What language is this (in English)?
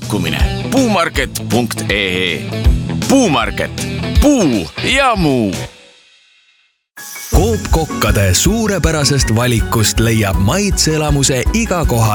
Estonian